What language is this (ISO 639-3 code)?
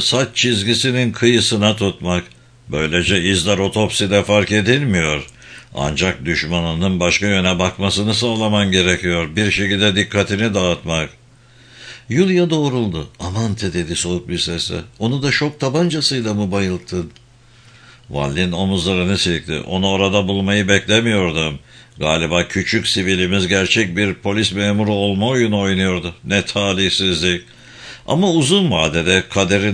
tur